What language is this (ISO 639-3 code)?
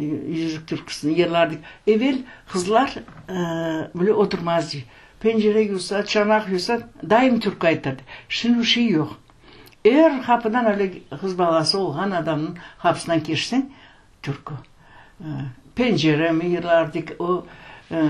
crh